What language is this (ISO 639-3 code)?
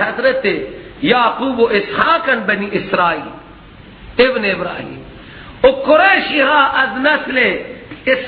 fas